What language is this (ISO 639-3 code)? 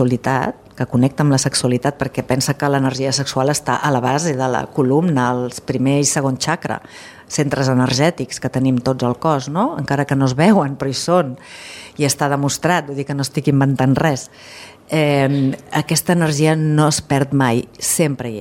cat